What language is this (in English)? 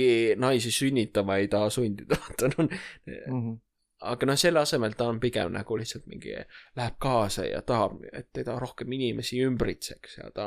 Estonian